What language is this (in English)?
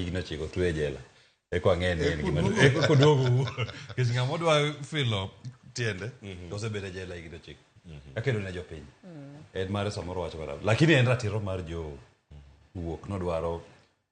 Luo (Kenya and Tanzania)